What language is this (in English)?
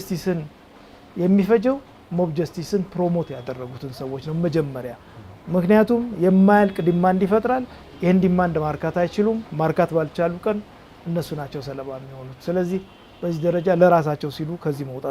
Amharic